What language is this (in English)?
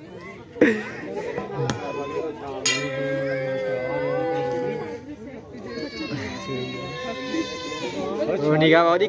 Punjabi